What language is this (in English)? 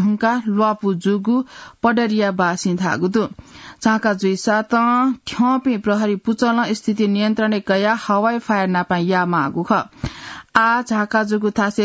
Newari